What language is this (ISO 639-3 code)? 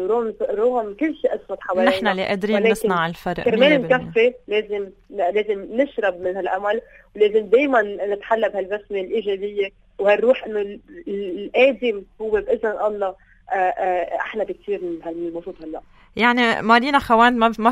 apc